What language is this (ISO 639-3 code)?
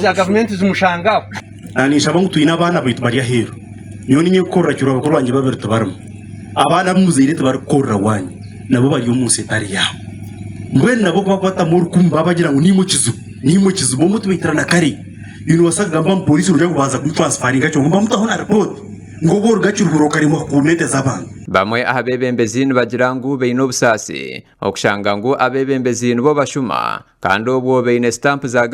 nyn